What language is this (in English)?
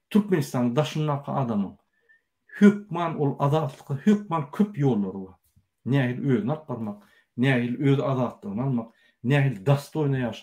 Turkmen